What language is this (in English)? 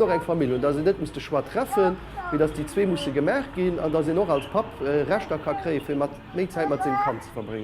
Luxembourgish